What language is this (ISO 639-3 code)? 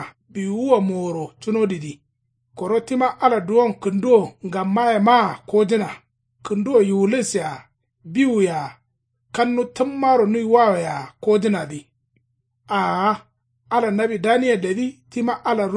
kau